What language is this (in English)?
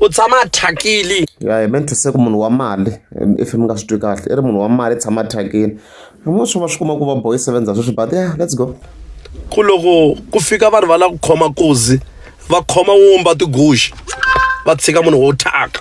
Tsonga